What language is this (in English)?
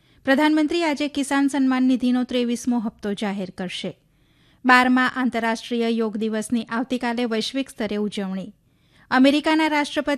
Gujarati